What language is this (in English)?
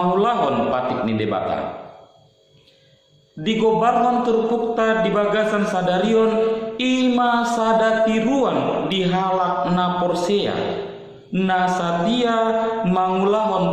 Batak Toba